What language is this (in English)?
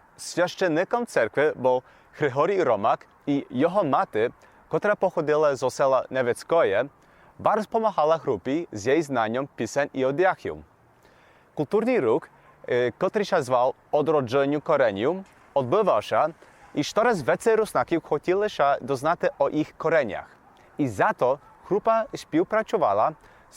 Rusyn